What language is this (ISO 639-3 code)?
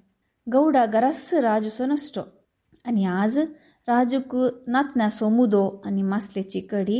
kok